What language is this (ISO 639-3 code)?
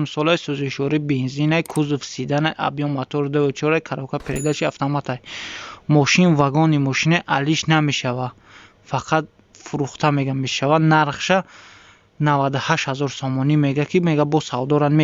tgk